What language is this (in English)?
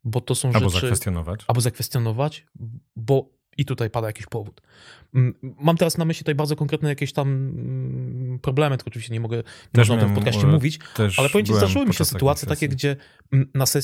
Polish